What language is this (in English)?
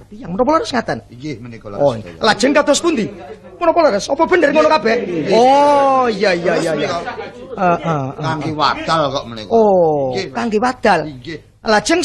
Javanese